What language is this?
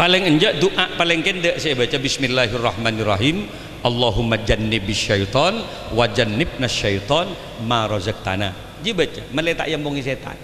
Madurese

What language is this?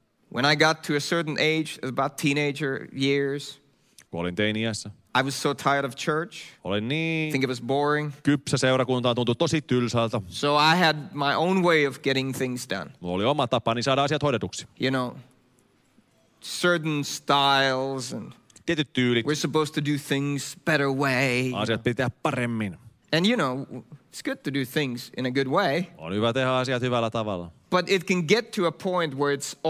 Finnish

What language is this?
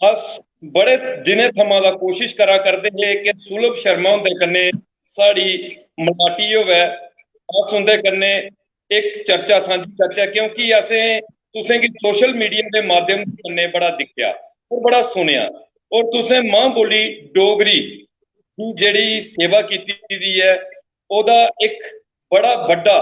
Dogri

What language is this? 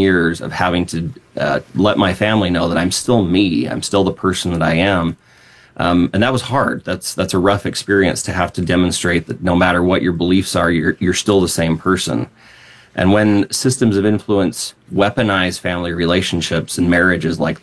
English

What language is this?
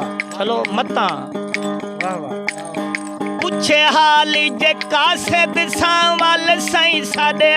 Saraiki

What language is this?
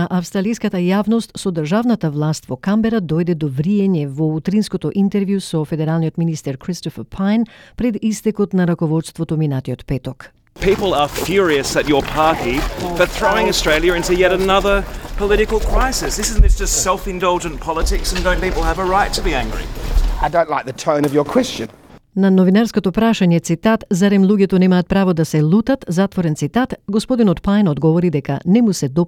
Macedonian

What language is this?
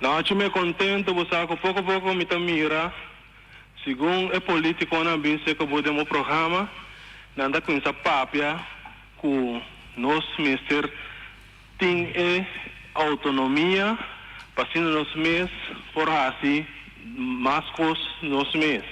Papiamento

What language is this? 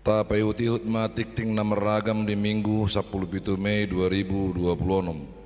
Batak Toba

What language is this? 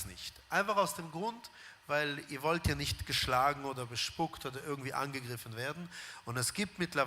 Swiss German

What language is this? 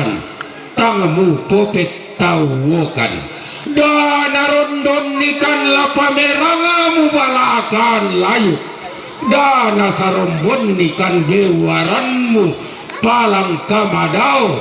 Toraja-Sa'dan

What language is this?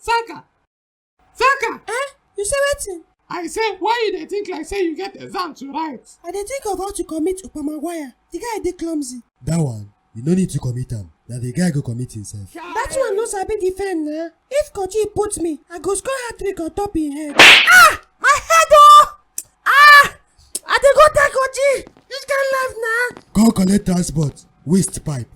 Nigerian Pidgin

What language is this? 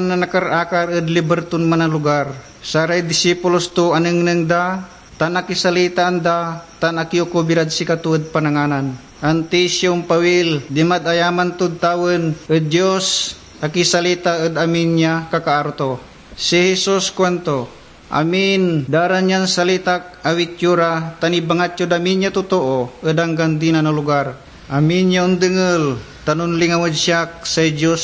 Pangasinan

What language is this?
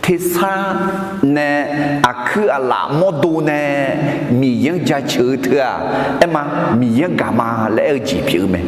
Akha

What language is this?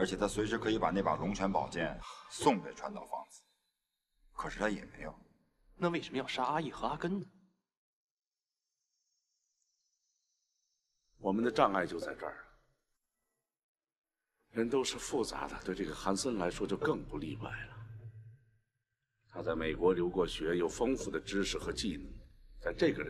Chinese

